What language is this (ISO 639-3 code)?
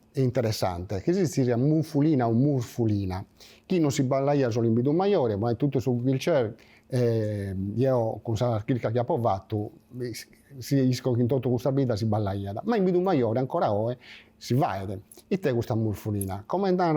srd